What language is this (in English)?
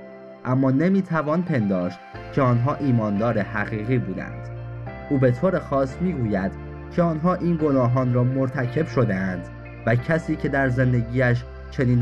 Persian